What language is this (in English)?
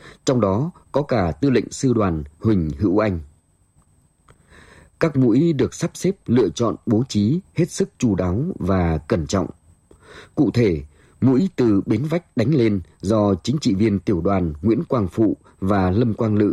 Vietnamese